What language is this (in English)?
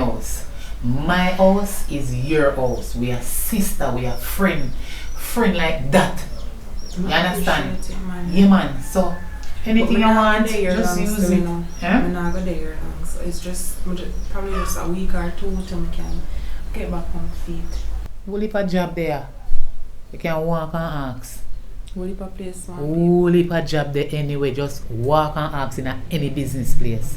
Jamaican Creole English